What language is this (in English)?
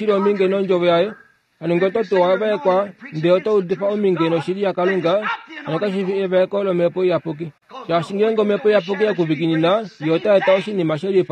Kuanyama